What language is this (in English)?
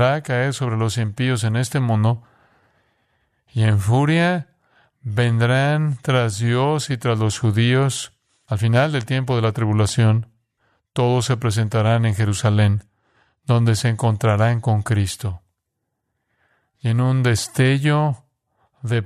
Spanish